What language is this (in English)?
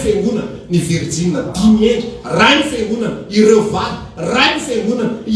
Malagasy